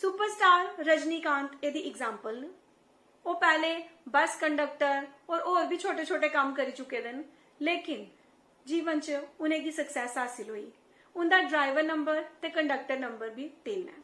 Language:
Dogri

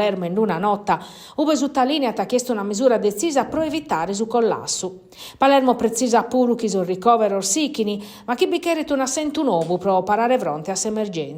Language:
Sardinian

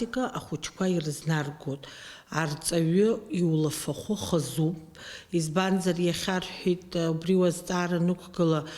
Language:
Abkhazian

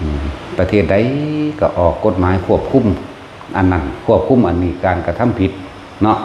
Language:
Northeastern Thai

